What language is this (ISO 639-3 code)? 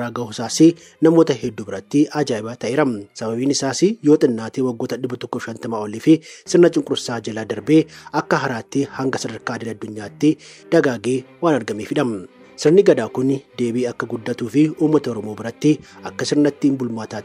orm